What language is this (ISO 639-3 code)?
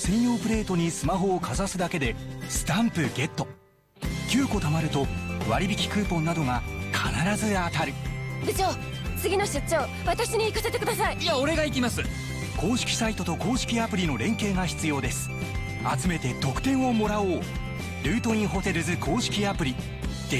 jpn